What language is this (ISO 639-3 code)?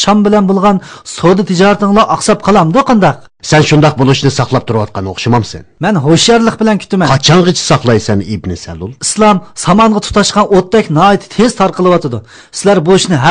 uig